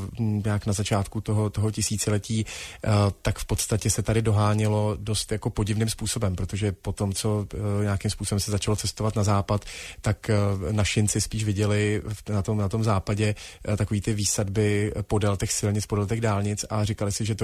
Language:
Czech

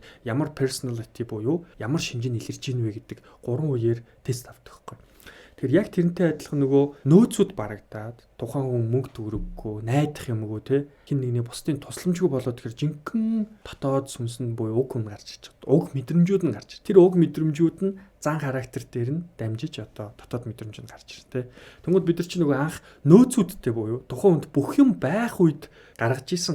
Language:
Mongolian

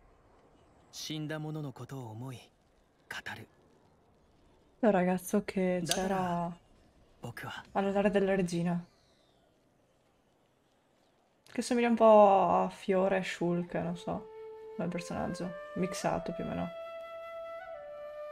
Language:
Italian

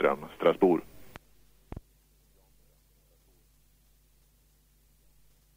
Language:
Swedish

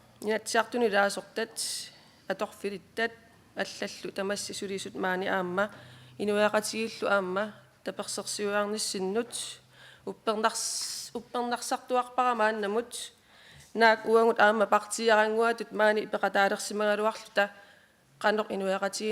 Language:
Kalaallisut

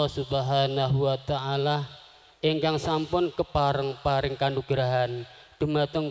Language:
Javanese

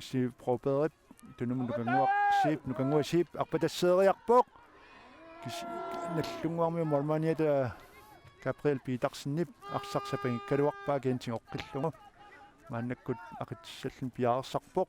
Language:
Kalaallisut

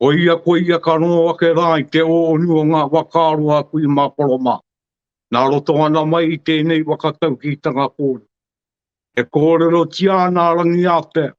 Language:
Māori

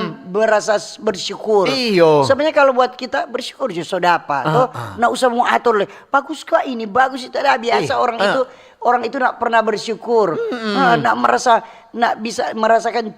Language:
Manado Malay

